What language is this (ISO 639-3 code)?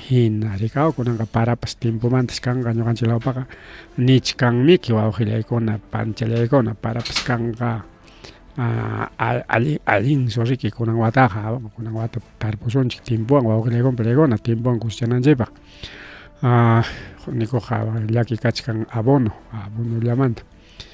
quy